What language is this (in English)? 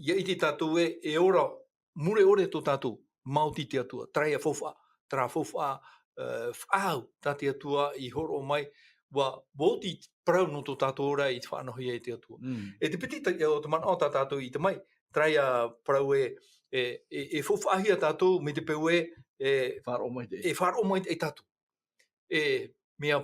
Tahitian